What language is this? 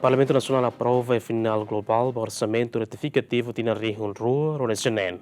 Tetum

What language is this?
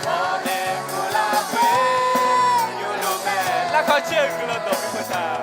Akha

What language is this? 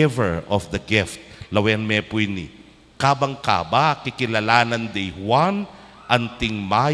Pampanga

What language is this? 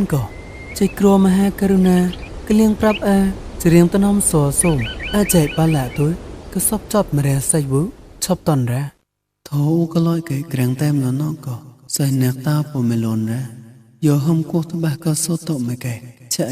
Mon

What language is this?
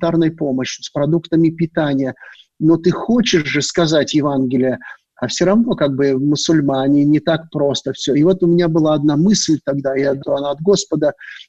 Russian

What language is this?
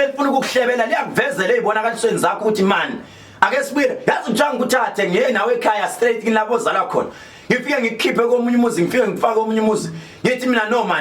Zulu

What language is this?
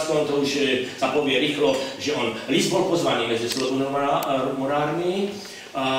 Slovak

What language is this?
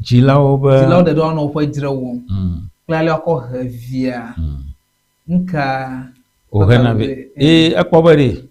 Ewe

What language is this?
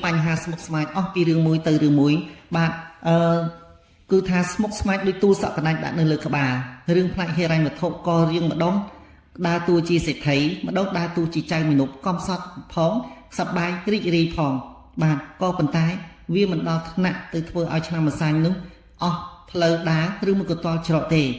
Khmer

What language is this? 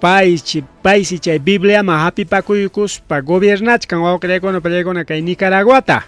Ayacucho Quechua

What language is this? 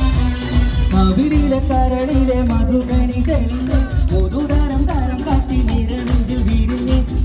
Malayalam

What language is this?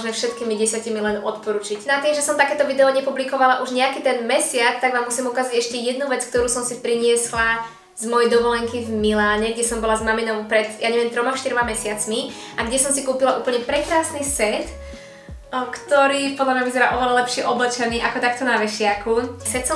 Slovak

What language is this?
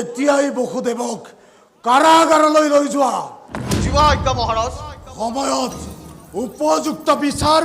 Assamese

